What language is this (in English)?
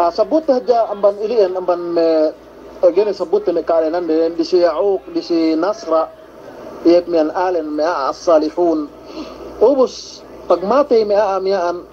Yakan